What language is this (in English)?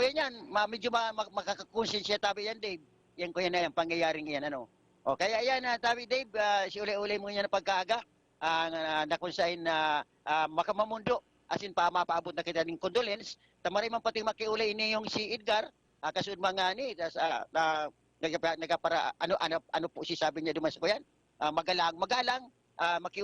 Bikol